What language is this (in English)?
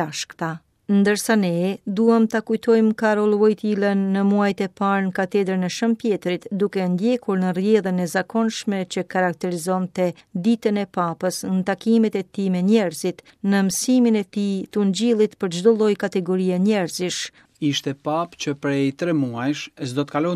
Albanian